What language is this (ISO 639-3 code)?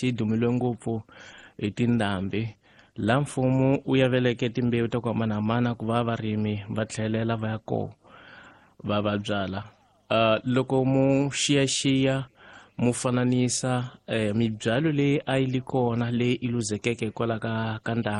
tso